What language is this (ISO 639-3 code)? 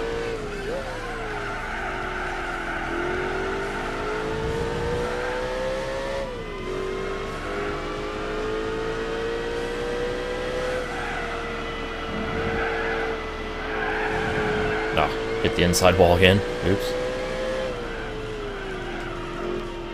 eng